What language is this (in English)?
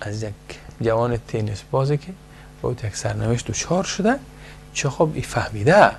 Persian